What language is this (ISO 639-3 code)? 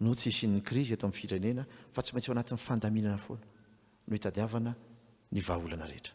mlg